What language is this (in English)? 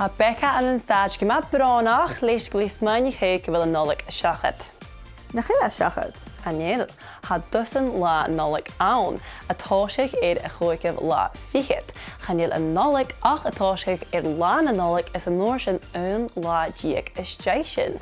Scottish Gaelic